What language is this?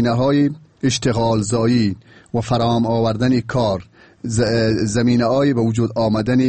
Persian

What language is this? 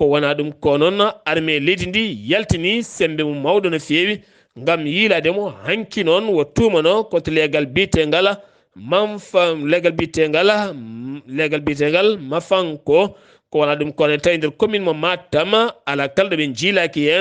Fula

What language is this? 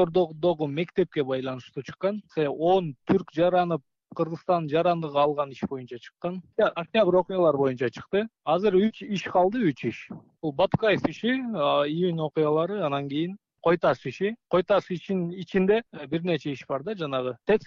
Kyrgyz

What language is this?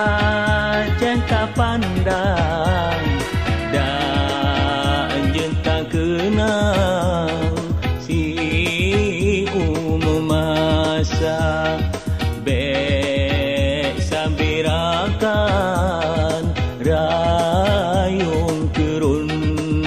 Achinese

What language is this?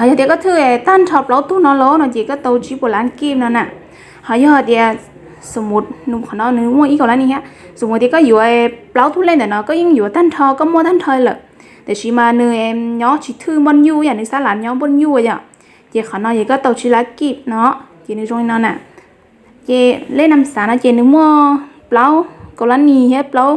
Hmong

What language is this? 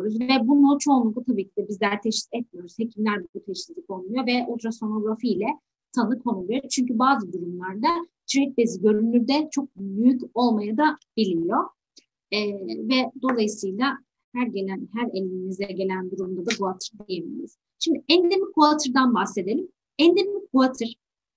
Turkish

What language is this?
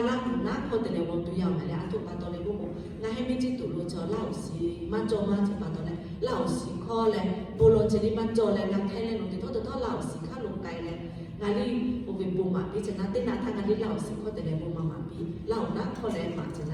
Lahu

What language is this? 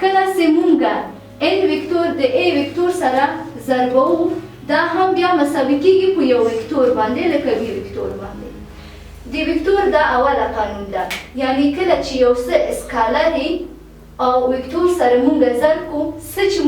Pashto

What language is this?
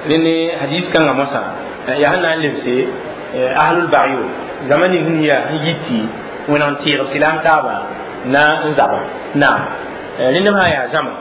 Mossi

